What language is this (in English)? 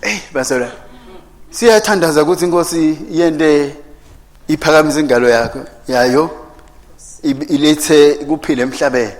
Swati